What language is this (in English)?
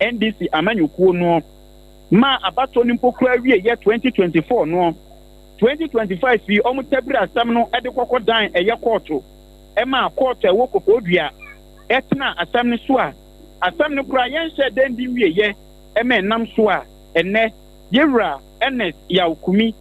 Akan